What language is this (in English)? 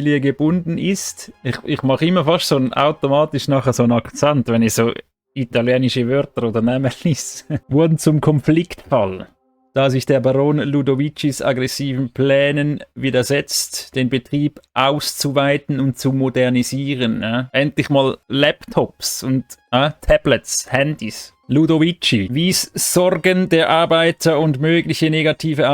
Swiss German